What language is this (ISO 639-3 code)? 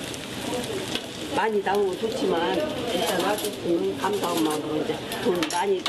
kor